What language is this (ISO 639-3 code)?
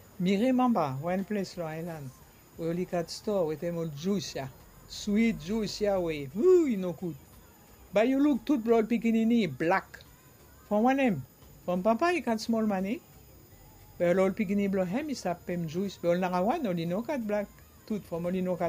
bis